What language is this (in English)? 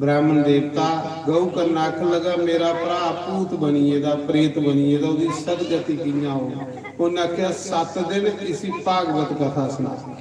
Dogri